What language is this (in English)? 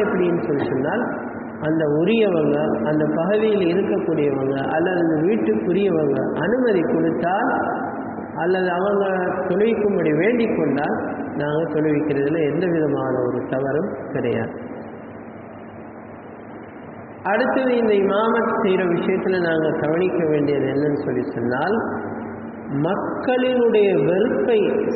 Tamil